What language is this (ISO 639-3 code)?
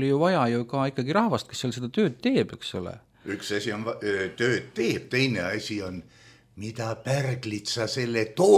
est